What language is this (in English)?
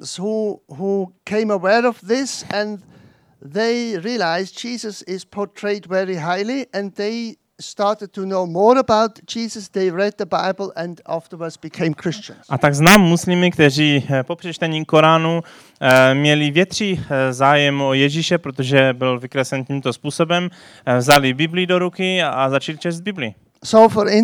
Czech